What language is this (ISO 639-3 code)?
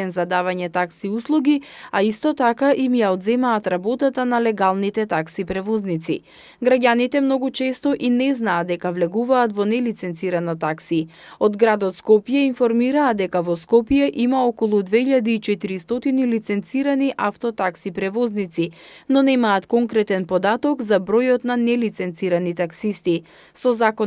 mkd